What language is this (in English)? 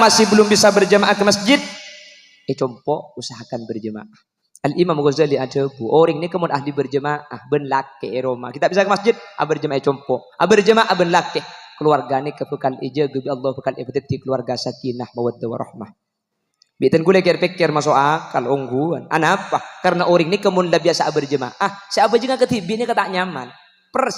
Madurese